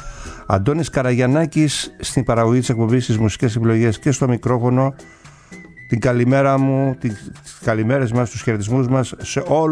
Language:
Greek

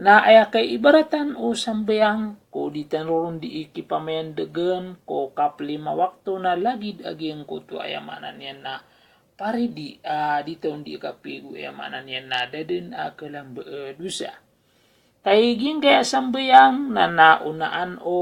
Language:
Maranao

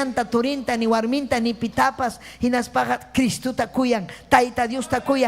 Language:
Ayacucho Quechua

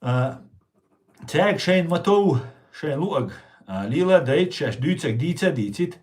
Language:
Chechen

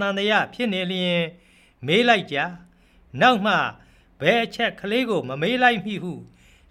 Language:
Burmese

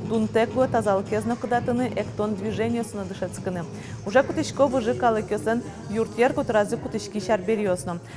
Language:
Udmurt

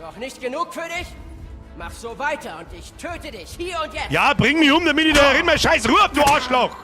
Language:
Bavarian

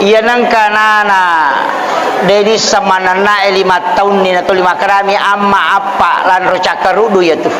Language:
Buginese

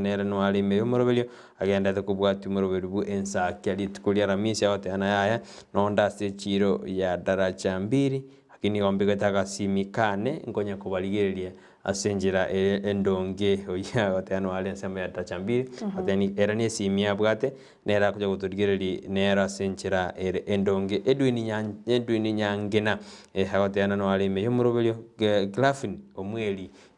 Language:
Gusii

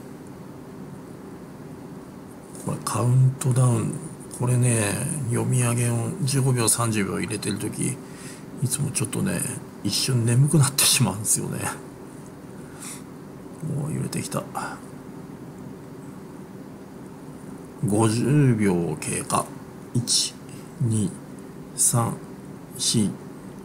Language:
Japanese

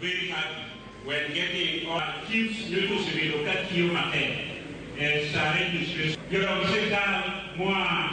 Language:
Luo (Kenya and Tanzania)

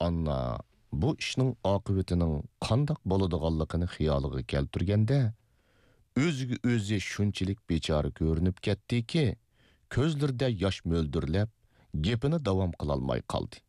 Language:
Uyghur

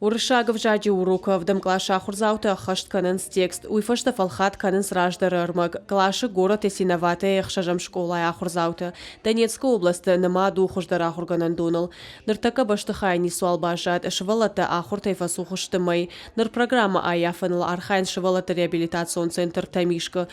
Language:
Ossetic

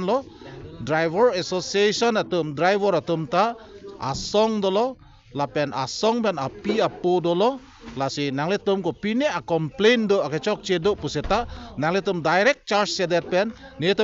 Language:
Karbi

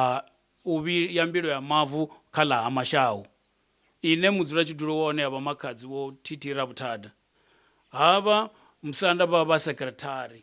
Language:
Venda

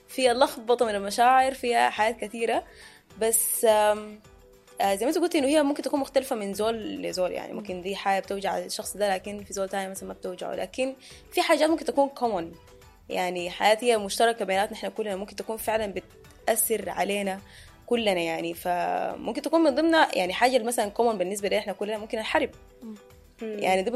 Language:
Sudanese Arabic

